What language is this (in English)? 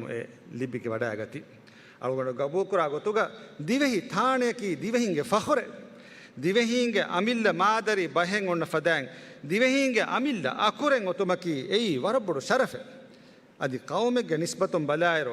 Divehi